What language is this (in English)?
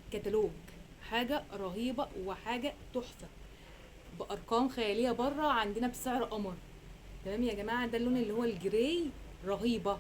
Egyptian Arabic